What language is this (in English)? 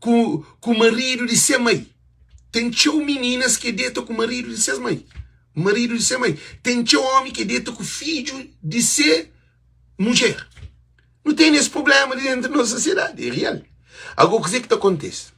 Kabuverdianu